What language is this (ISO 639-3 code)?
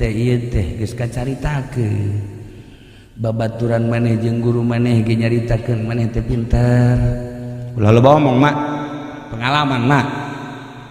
sun